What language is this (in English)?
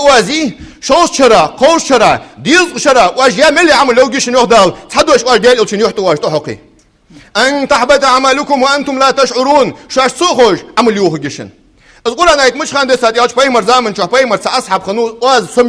Ingush